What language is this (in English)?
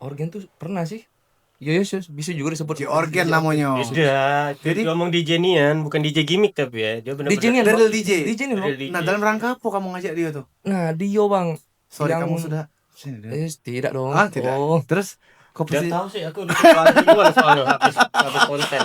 Musi